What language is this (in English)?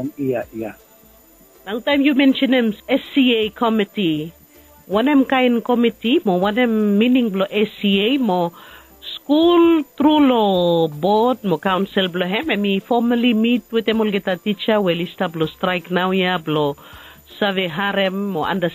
Bislama